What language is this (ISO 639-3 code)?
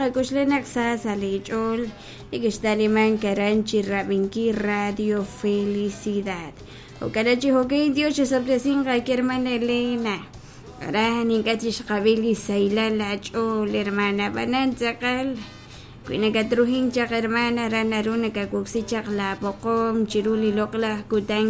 kek